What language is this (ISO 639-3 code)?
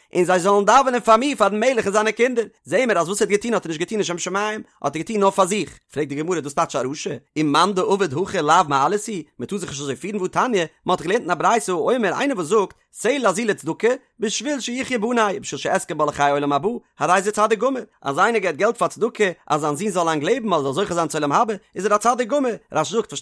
yid